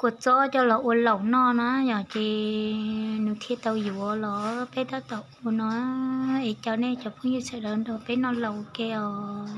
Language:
Hmong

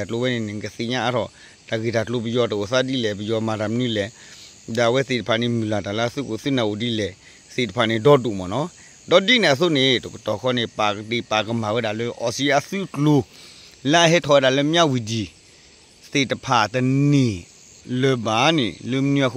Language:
S'gaw Karen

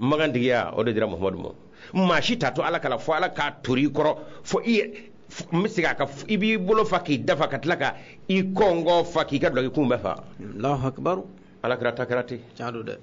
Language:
Bambara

